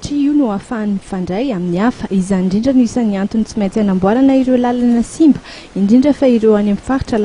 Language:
Malagasy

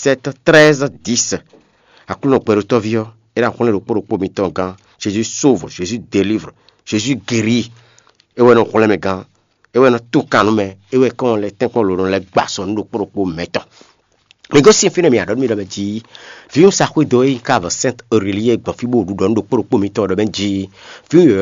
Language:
Fon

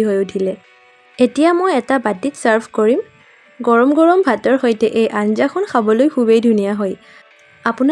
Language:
Assamese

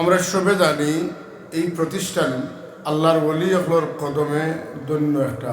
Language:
Sylheti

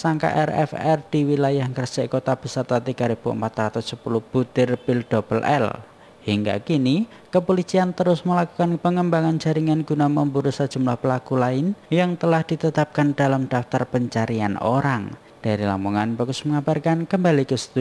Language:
Indonesian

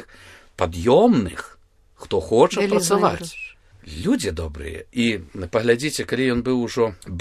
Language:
Belarusian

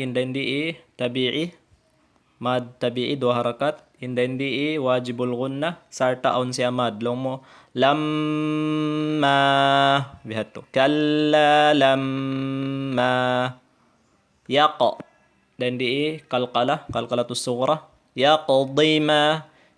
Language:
Tausug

